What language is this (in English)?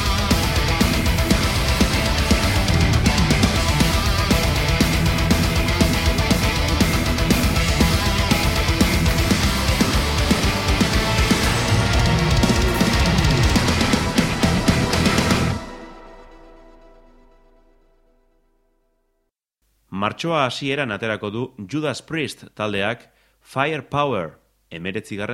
Basque